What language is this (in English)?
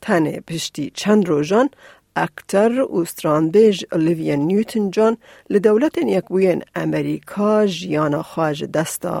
Kurdish